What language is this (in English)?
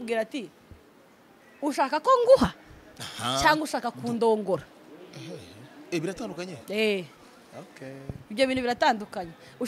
Kinyarwanda